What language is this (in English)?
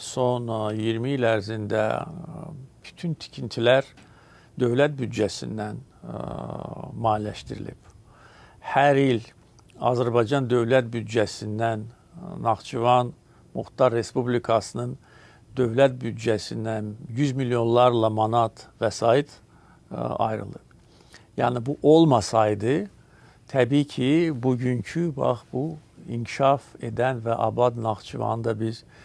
Azerbaijani